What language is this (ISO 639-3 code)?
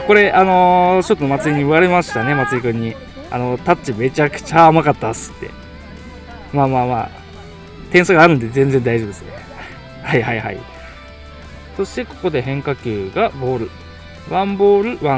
jpn